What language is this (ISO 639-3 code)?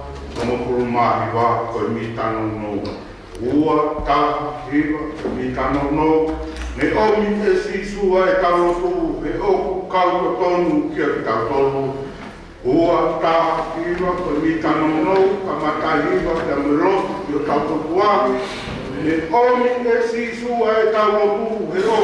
ton